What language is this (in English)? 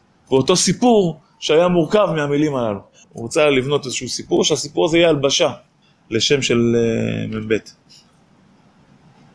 Hebrew